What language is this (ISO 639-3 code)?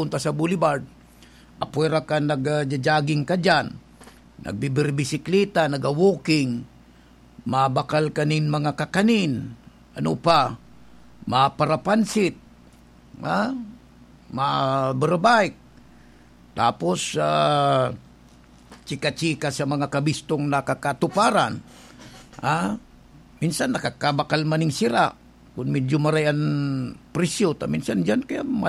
bik